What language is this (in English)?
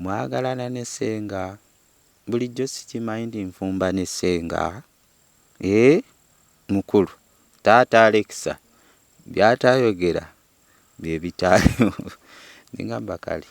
Ganda